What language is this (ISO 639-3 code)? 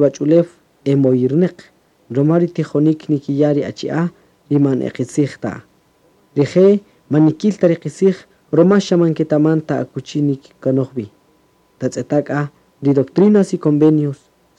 cak